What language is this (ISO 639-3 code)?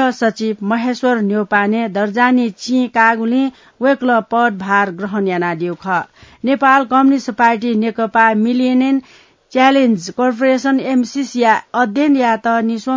new